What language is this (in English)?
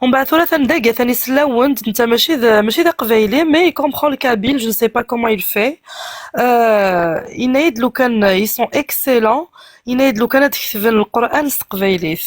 Kabyle